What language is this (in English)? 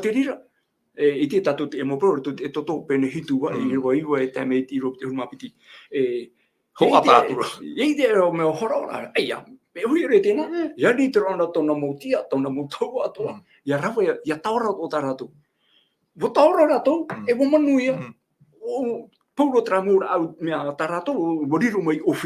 Tahitian